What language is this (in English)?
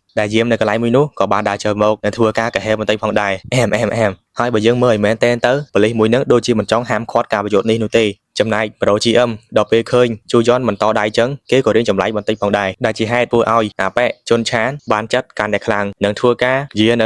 Khmer